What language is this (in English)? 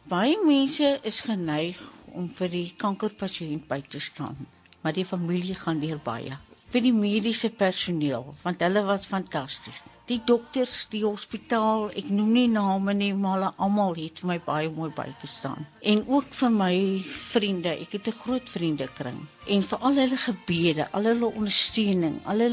Afrikaans